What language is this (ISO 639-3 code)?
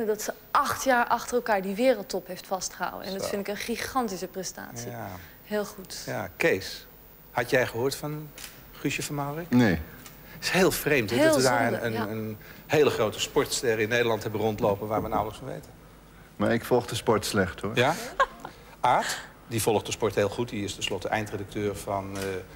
nld